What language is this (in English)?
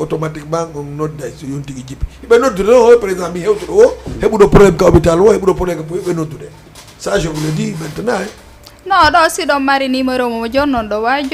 Fula